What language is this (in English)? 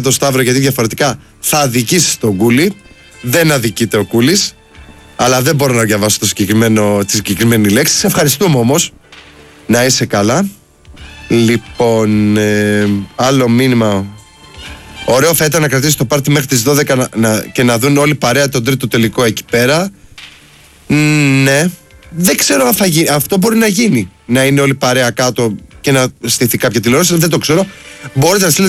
Greek